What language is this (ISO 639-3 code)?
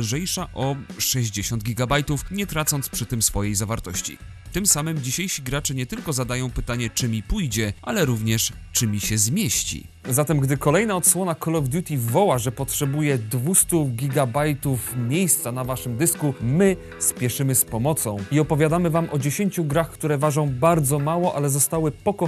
pol